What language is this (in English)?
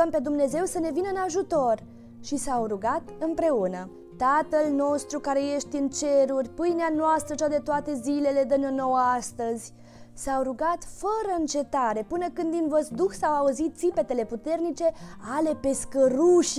Romanian